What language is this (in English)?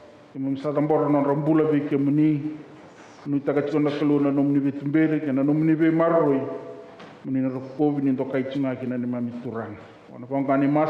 Fijian